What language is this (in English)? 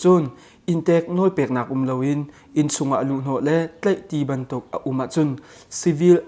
Hakha Chin